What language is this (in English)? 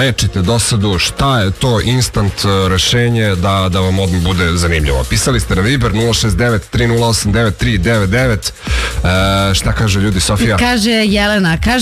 Serbian